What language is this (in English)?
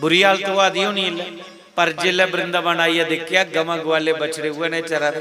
Dogri